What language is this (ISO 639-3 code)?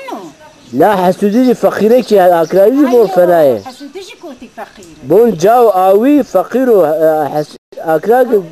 zza